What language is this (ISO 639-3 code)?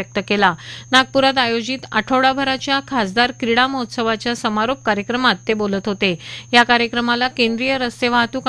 mar